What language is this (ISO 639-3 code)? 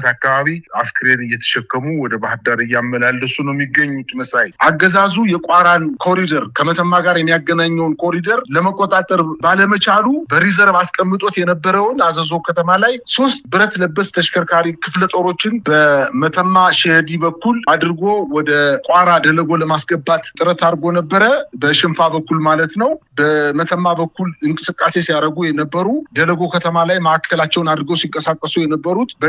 amh